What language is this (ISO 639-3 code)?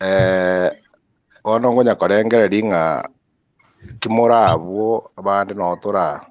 guz